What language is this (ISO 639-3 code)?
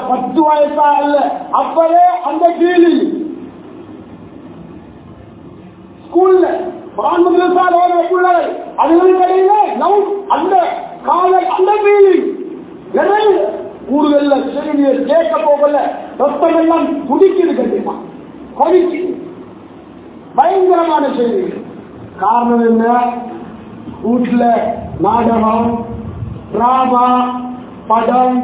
tam